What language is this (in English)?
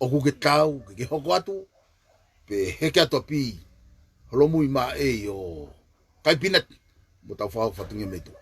Tongan